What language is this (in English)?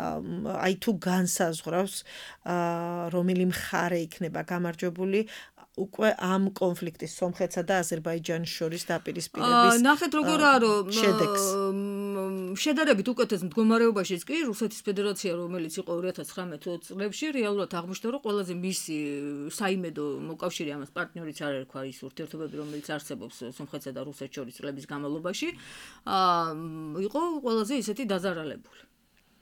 Georgian